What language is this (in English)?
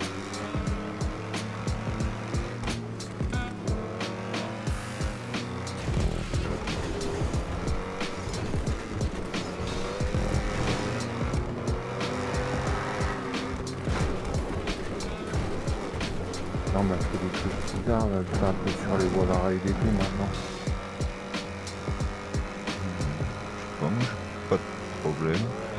French